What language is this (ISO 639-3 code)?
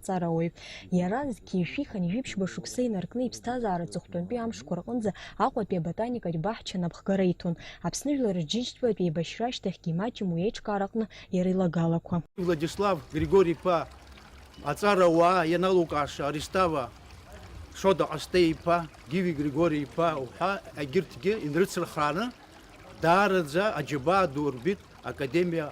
abk